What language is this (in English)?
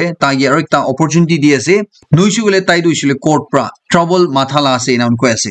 Naga Pidgin